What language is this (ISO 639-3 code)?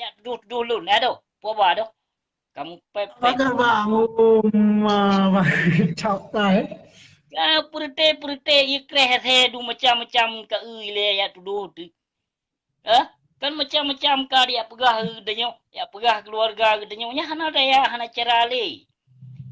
ace